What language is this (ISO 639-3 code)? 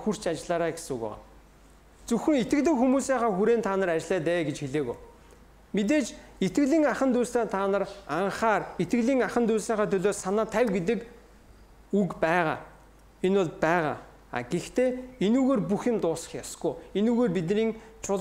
mon